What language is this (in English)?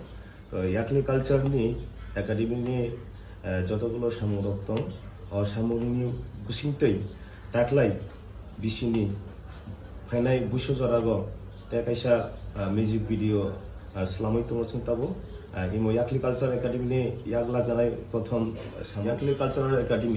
Kok Borok